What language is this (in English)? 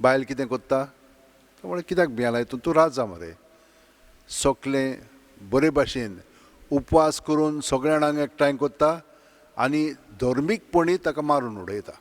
Konkani